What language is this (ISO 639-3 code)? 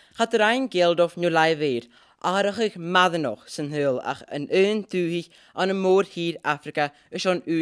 gla